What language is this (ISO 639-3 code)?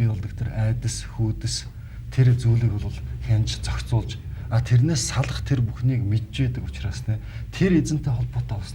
mon